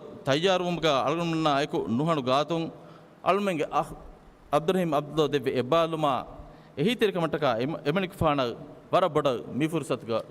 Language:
Divehi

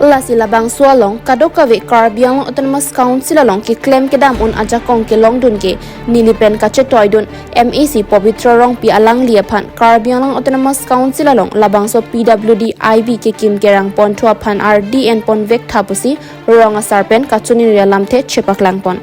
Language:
Karbi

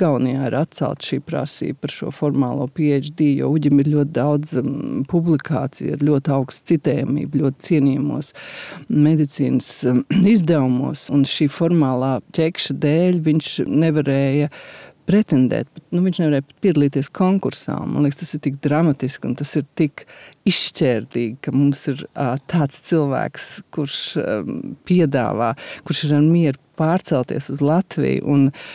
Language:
Latvian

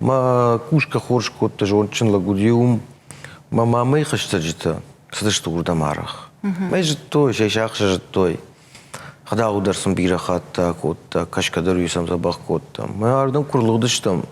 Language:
Ossetic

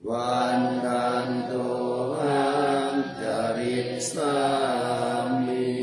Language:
Pali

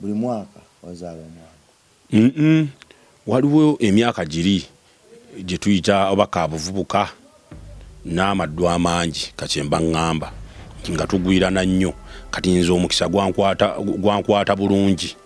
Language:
Ganda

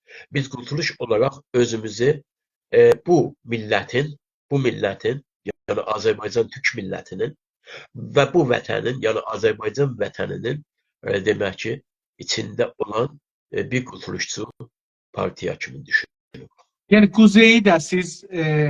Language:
South Azerbaijani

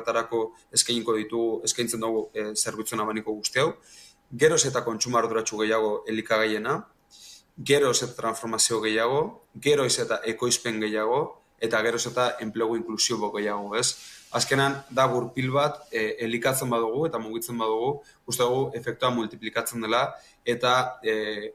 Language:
Basque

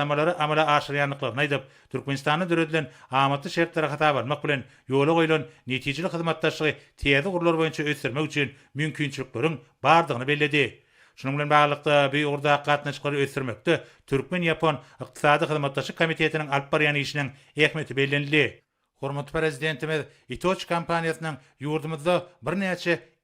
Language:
Turkmen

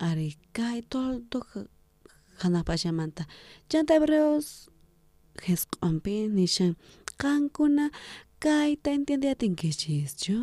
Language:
South Bolivian Quechua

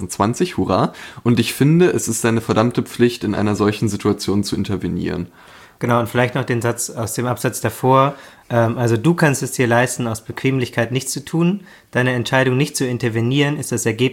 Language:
German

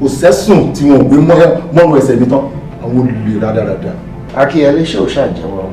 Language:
Yoruba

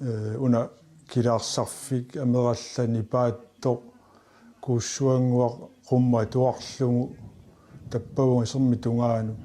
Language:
Kalaallisut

